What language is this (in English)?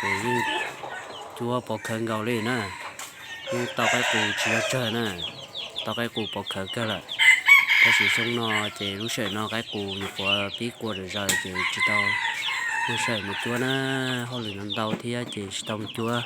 Hmong